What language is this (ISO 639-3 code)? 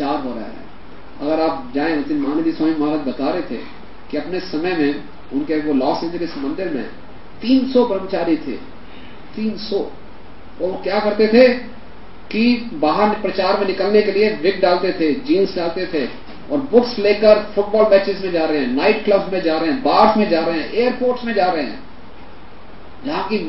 hin